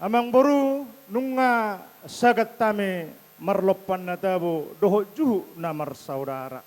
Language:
Batak Toba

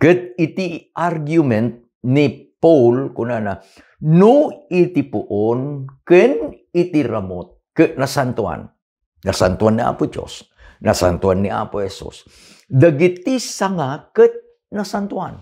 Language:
Iloko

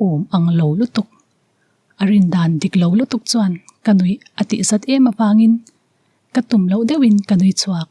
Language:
Mizo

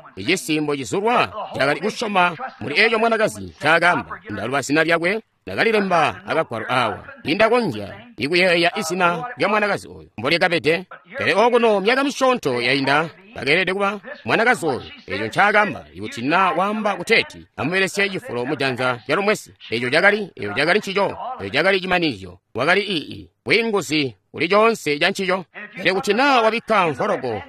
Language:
Tonga (Zambia)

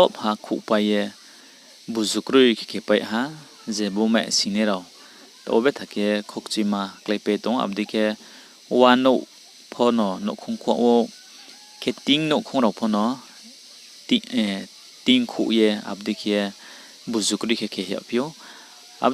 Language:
Riang (India)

